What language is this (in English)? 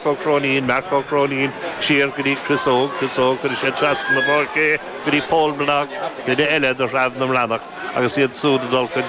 Irish